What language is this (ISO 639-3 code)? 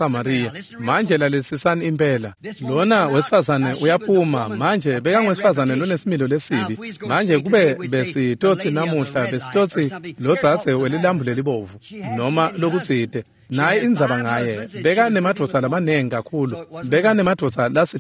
ssw